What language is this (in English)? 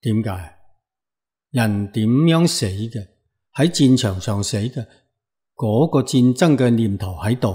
Cantonese